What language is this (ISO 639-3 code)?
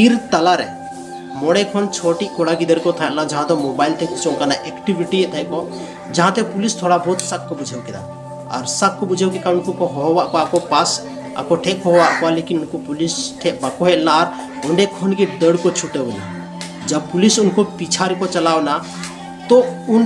sat